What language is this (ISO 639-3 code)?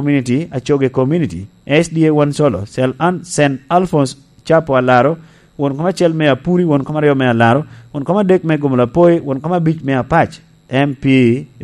laj